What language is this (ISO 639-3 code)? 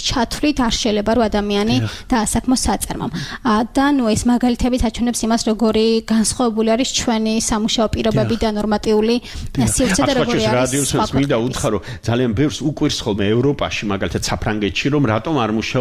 kat